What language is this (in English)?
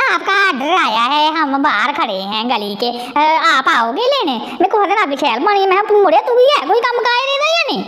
Dogri